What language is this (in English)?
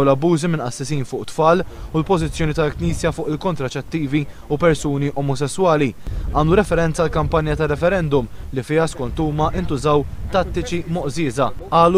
Maltese